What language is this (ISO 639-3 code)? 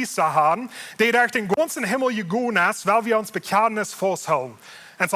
pdt